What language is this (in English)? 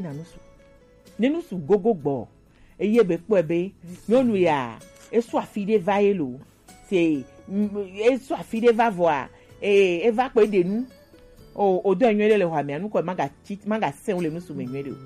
Gen